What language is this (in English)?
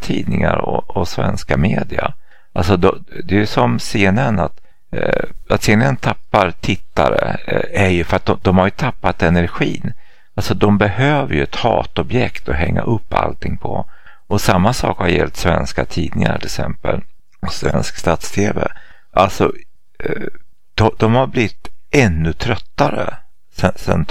Swedish